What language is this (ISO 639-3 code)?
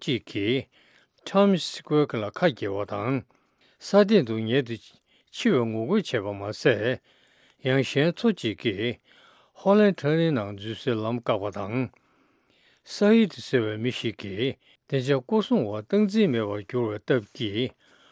bod